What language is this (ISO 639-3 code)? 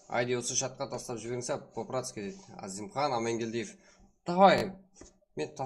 kaa